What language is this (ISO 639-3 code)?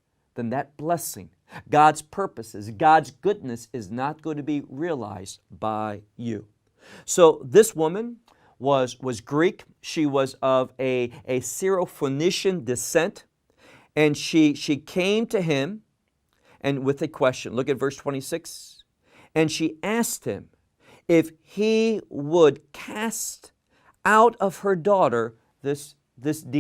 eng